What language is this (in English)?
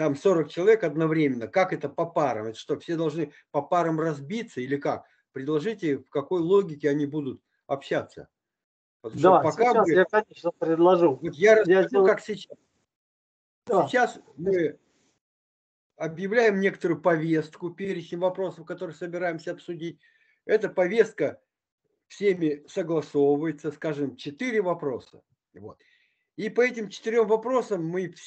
Russian